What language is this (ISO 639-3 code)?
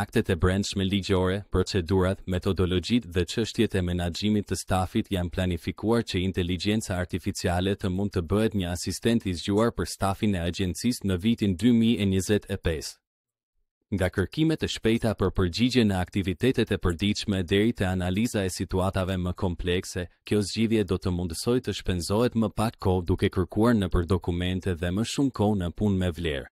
sqi